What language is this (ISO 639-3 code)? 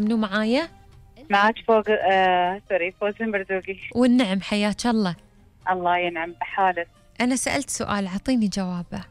afb